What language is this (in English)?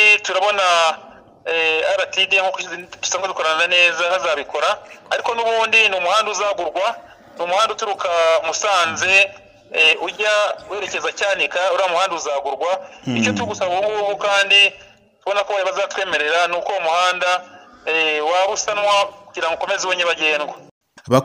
Kinyarwanda